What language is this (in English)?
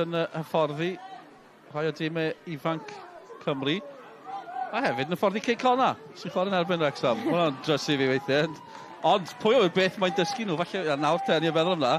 Welsh